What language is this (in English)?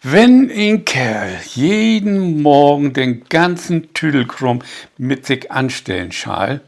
Low German